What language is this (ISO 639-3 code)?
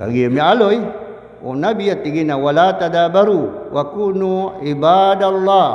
mrw